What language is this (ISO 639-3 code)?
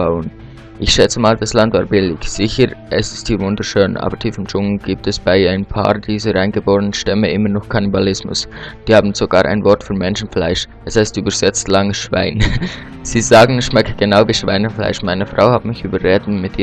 gsw